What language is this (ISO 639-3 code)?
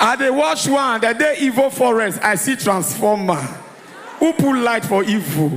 pcm